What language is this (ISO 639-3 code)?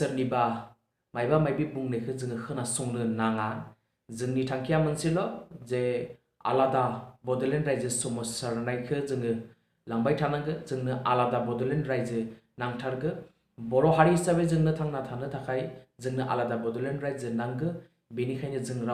brx